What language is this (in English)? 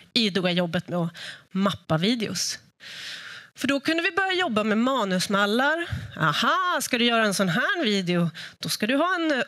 Swedish